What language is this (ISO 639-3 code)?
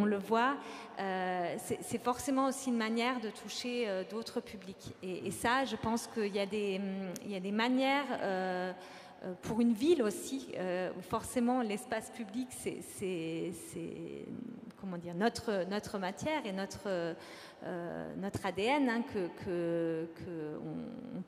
fra